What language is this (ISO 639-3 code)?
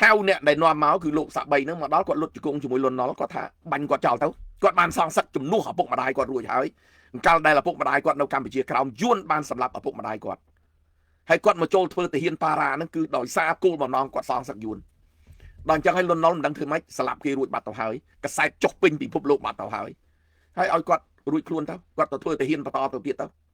khm